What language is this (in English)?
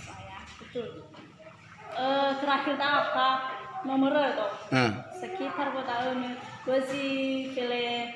Nias